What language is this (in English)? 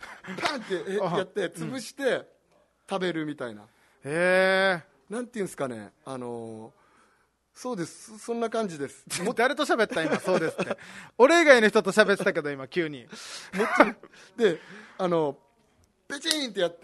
Japanese